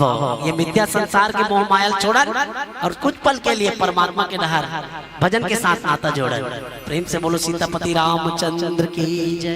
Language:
Chhattisgarhi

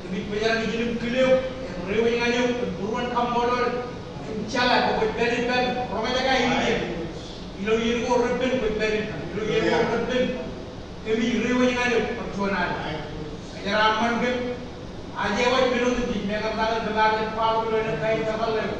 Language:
Marshallese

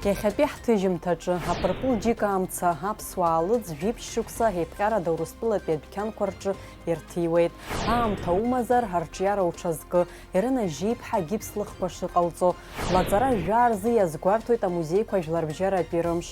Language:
Abkhazian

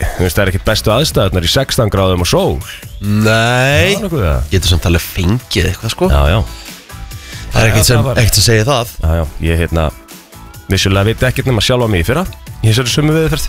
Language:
Icelandic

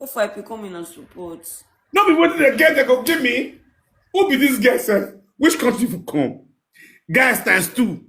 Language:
Nigerian Pidgin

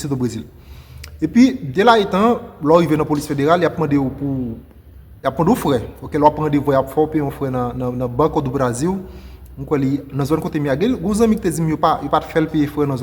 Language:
Haitian Creole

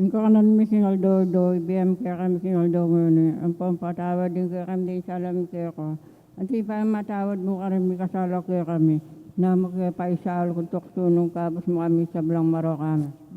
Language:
Pampanga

